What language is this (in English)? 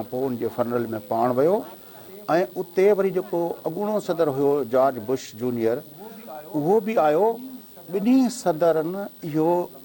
Sindhi